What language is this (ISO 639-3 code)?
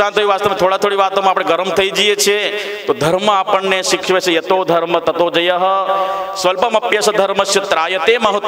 guj